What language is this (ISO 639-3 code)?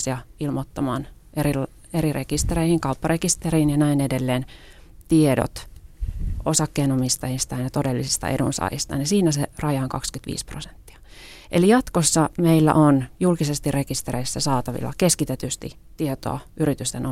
fin